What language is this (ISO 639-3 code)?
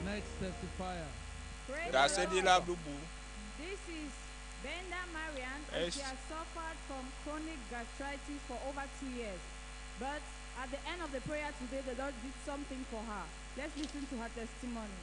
ewe